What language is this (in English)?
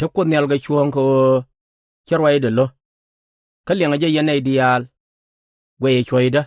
Nuer